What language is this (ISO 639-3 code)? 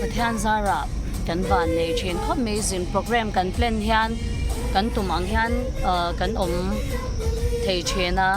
lus